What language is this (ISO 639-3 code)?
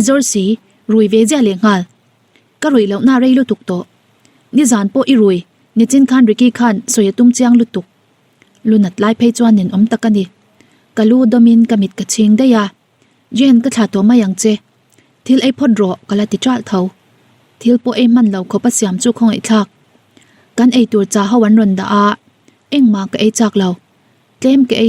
lus